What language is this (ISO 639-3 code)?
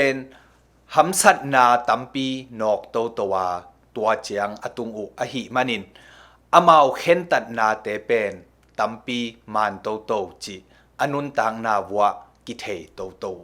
ctd